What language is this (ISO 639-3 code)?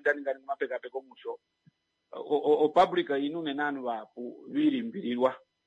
kua